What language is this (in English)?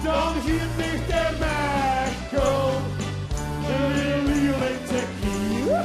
Limburgish